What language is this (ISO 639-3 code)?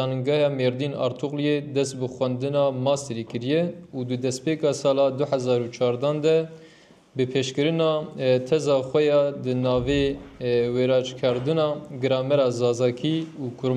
kur